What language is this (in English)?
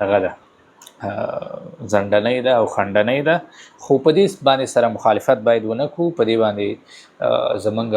Pashto